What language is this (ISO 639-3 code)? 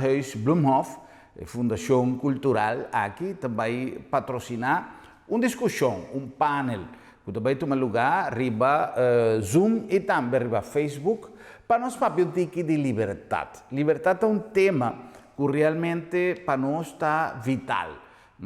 pap